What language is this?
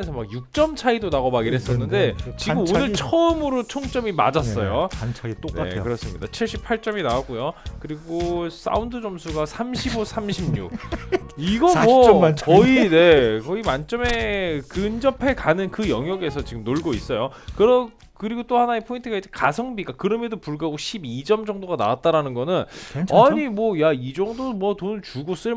Korean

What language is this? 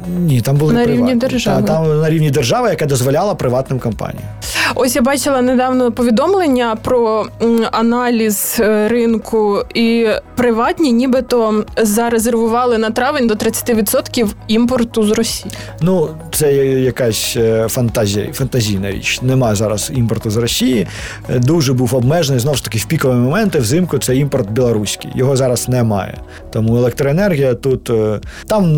Ukrainian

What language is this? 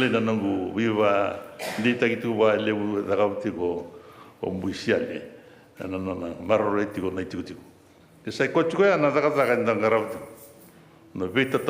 Fijian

